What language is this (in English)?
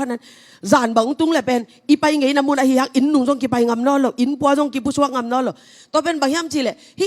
Tedim Chin